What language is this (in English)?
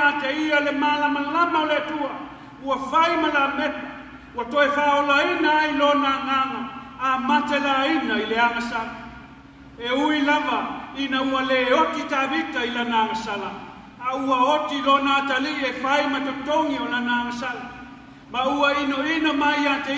Samoan